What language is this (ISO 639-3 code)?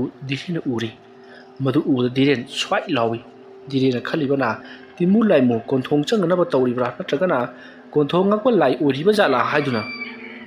mni